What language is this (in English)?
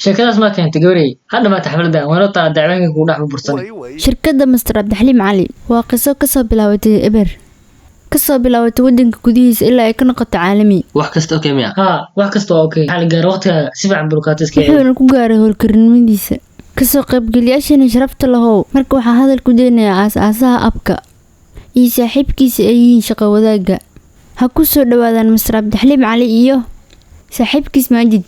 Somali